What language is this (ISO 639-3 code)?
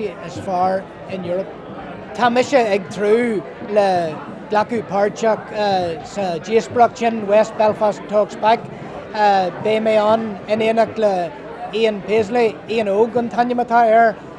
gle